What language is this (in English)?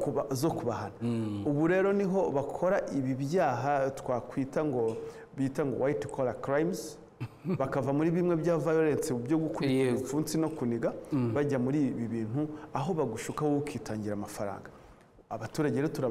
Kinyarwanda